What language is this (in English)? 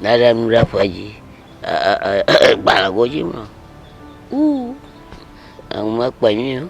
Ewe